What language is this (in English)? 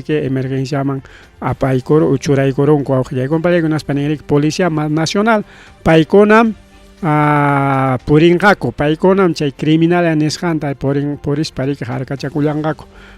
Ayacucho Quechua